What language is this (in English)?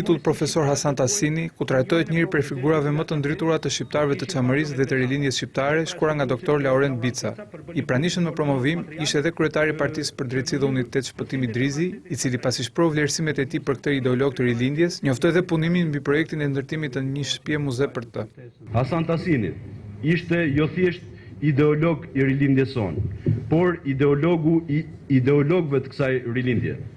Albanian